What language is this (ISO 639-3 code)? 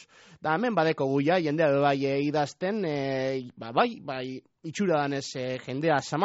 eus